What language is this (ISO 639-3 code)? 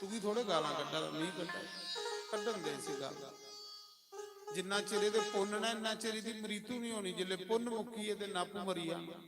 doi